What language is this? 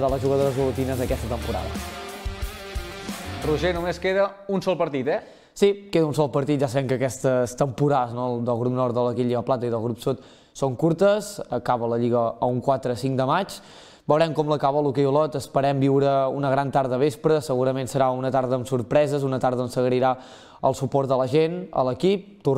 Catalan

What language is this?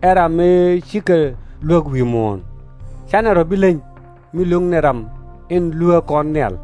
Nuer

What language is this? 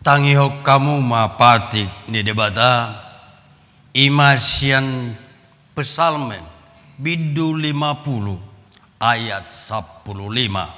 Batak Toba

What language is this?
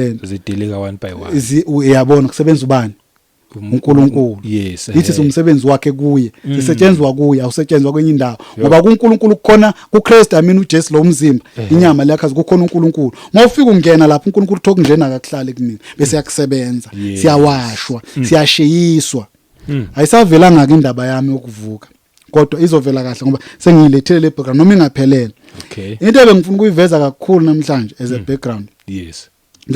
Zulu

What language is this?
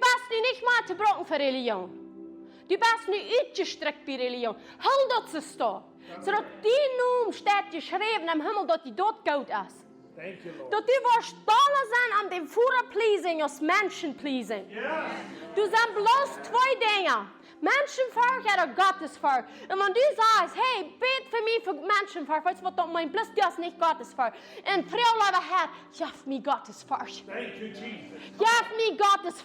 Plautdietsch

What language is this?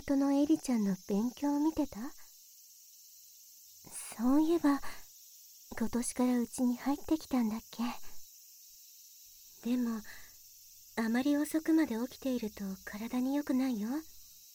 Japanese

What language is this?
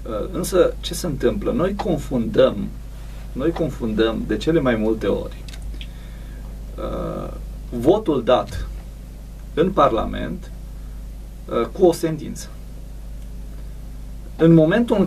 Romanian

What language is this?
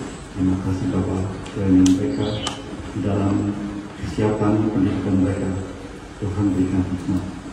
Indonesian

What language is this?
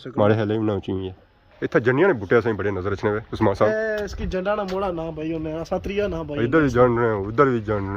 Pahari-Potwari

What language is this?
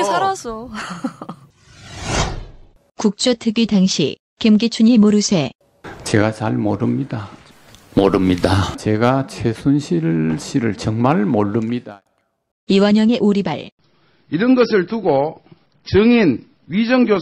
Korean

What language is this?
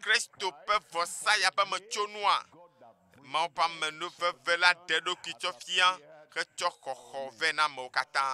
Ewe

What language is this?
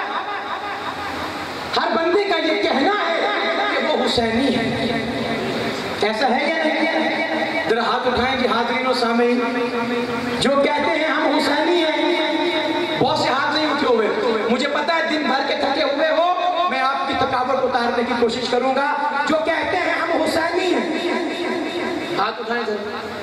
Urdu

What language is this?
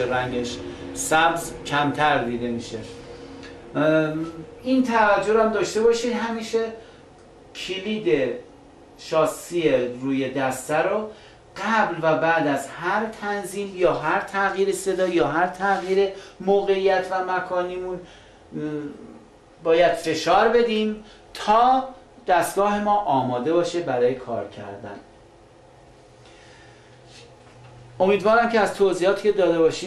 Persian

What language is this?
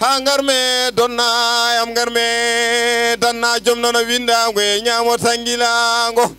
Fula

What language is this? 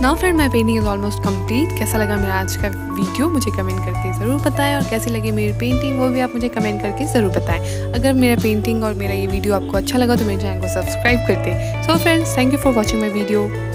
Hindi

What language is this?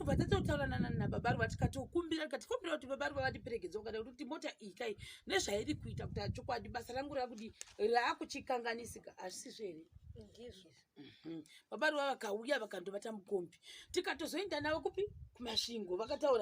Shona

